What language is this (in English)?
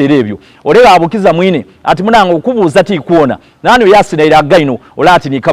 Soga